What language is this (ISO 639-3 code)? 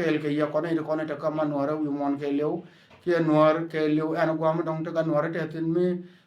nus